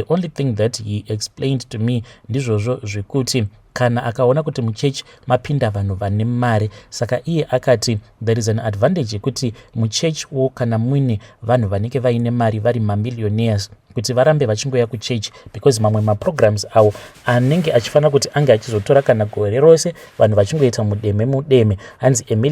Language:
Shona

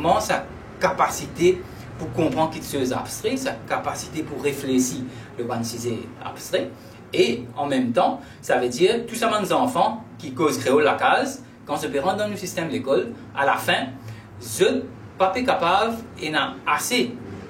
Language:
Morisyen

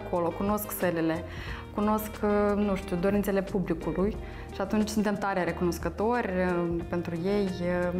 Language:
Romanian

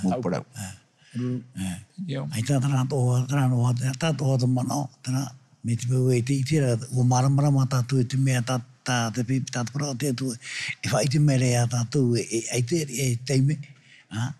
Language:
Tahitian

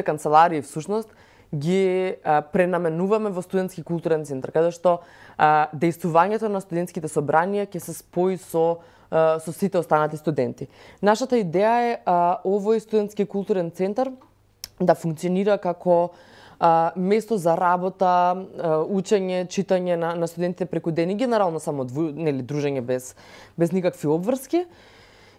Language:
Macedonian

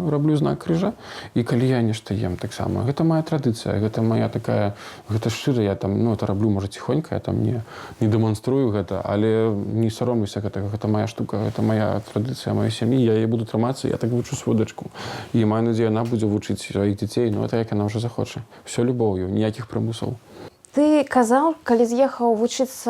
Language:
Belarusian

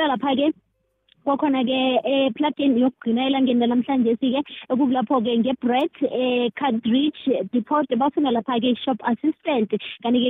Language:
South Ndebele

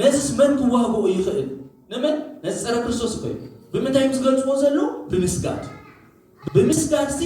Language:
Tigrinya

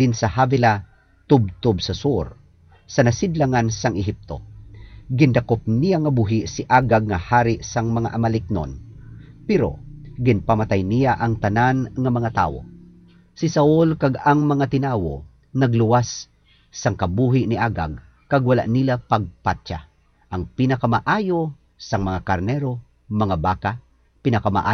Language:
Hiligaynon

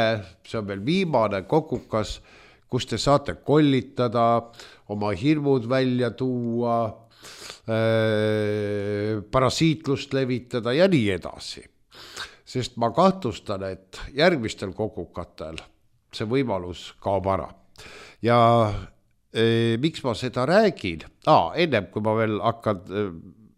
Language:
Estonian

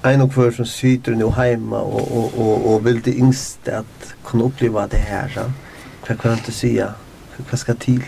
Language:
Faroese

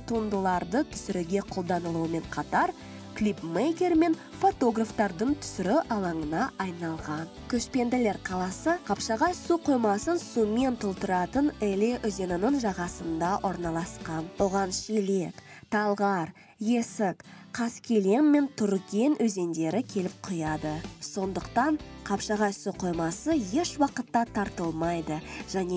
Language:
Kazakh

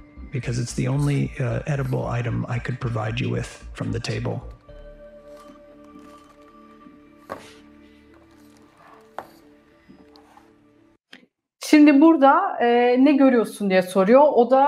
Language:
Turkish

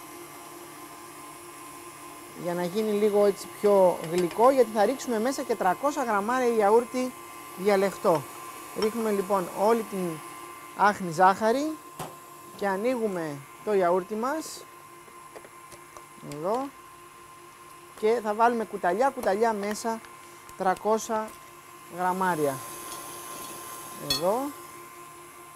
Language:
Greek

